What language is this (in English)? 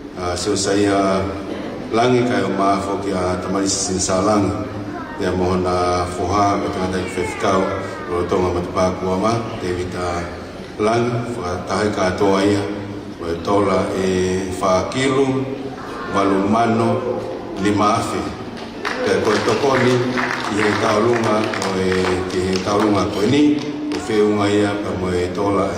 Tongan